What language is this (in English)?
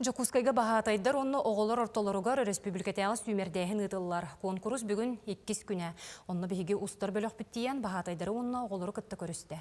Yakut